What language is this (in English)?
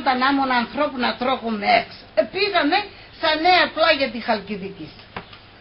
Pontic